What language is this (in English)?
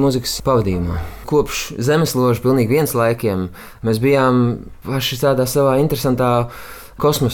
Latvian